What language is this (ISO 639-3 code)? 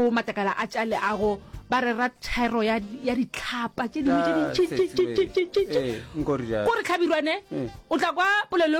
nso